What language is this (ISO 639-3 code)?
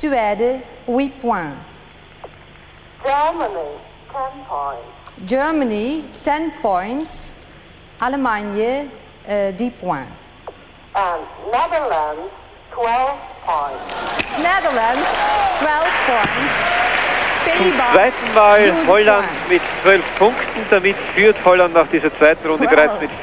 deu